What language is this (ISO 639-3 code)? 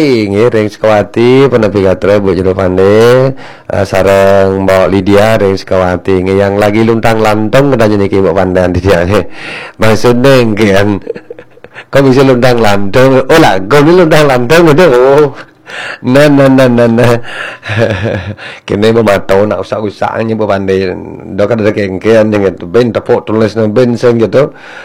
ban